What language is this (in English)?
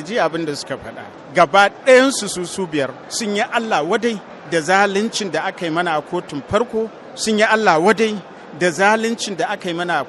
Hausa